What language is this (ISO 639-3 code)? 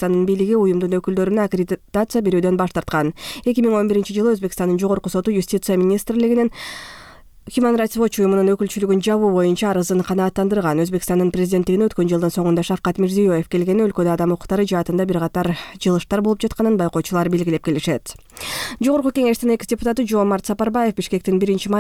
kir